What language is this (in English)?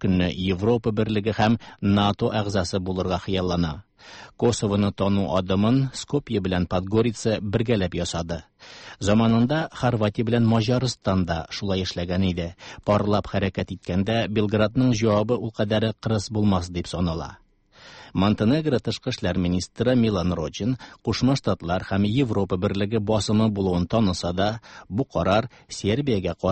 Tatar